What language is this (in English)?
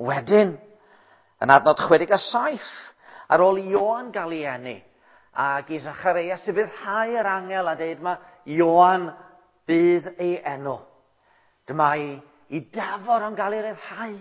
Welsh